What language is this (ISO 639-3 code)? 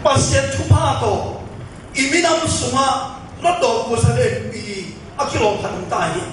ctd